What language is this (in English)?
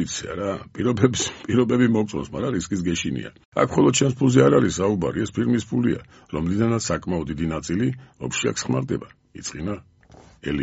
Georgian